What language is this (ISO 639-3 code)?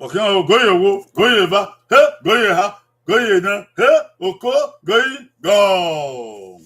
bin